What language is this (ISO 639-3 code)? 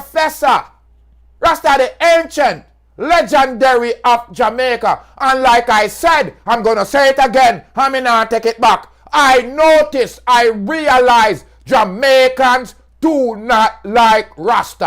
jam